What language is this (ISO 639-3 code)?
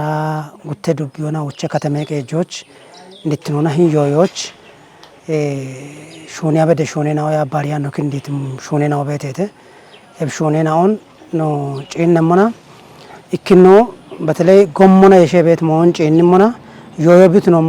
kbr